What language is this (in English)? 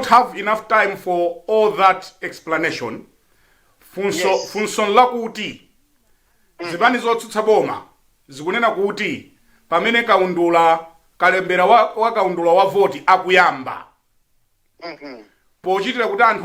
Nyanja